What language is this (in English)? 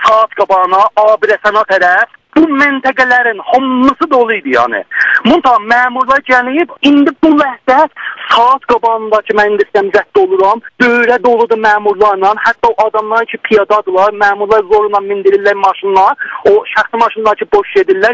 South Azerbaijani